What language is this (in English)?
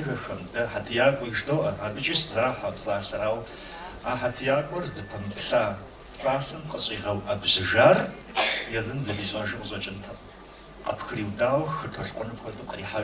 Kabardian